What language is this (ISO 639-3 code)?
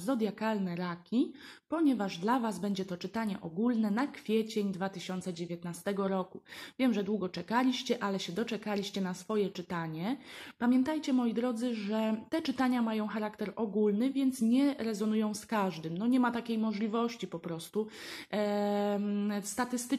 pol